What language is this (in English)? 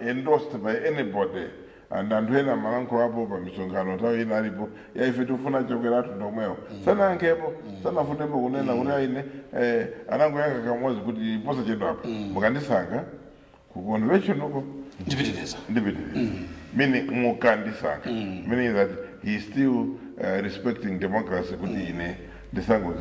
Nyanja